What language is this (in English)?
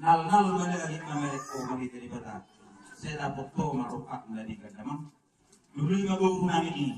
Batak Toba